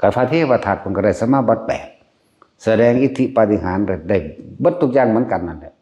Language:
Northeastern Thai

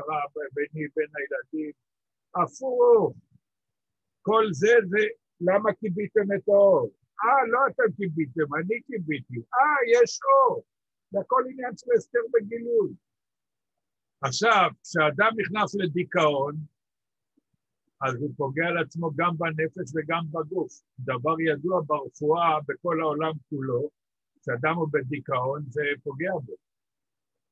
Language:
Hebrew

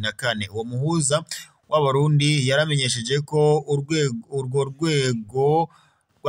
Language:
Rundi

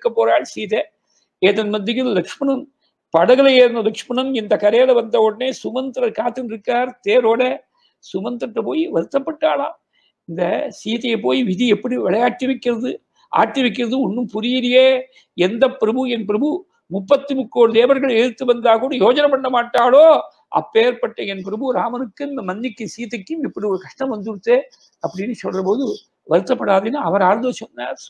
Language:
Tamil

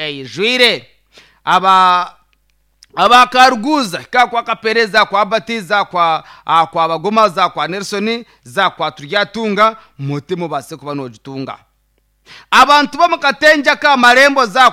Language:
Nyankole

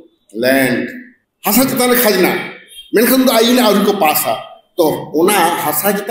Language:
Santali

